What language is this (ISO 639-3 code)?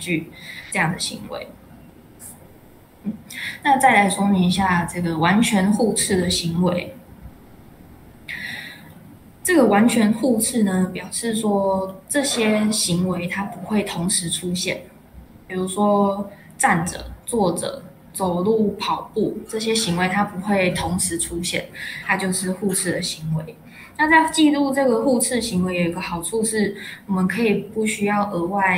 zho